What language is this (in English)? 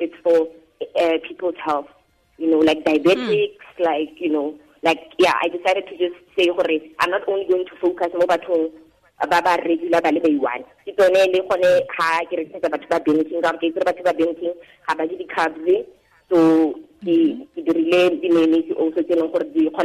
Tswana